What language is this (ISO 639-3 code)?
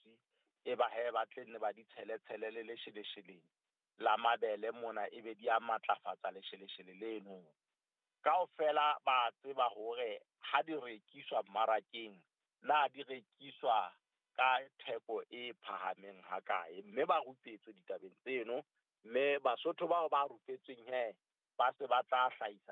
sot